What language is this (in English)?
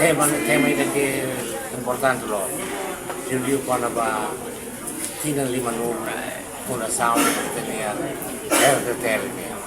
Tetum